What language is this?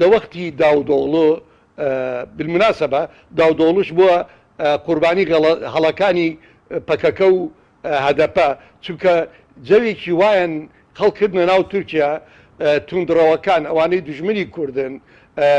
Central Kurdish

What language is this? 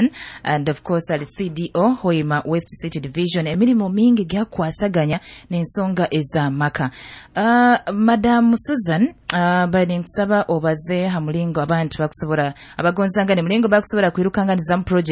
Nyoro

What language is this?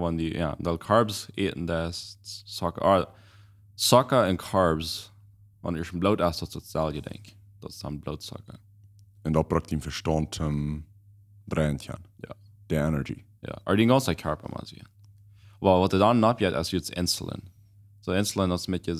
Plautdietsch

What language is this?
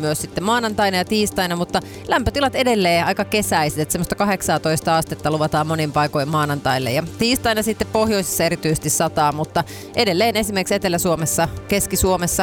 Finnish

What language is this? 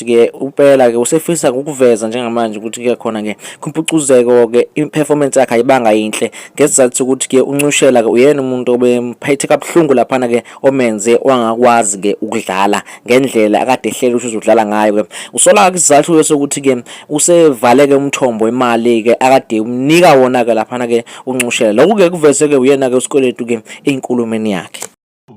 Zulu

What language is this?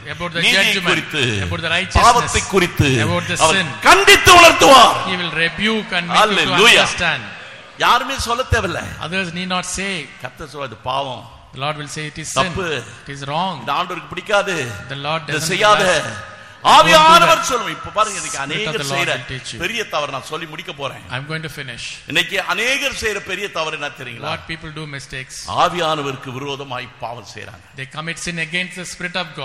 Tamil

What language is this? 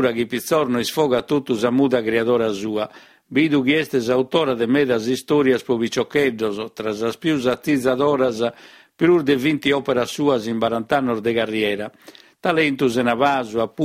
Sardinian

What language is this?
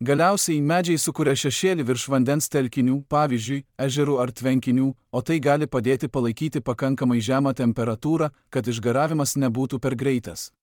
Lithuanian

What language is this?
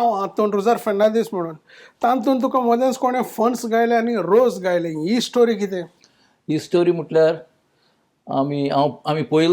Konkani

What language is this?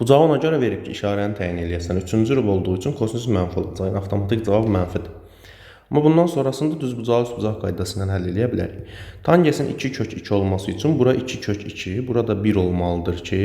Azerbaijani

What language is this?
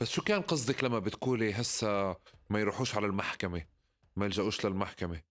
North Levantine Arabic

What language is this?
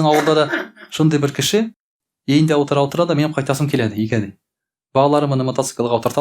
Tatar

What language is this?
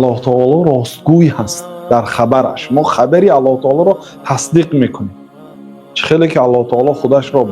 Tajik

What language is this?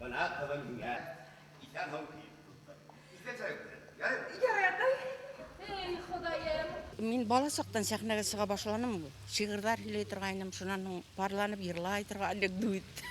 Bashkir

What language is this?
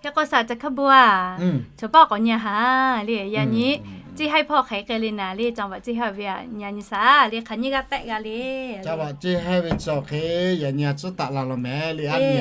Lahu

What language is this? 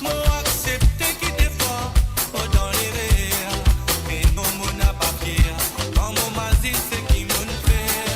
Morisyen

